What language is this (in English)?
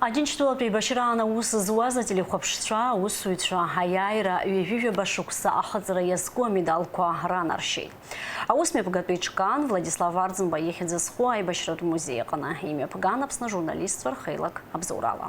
Abkhazian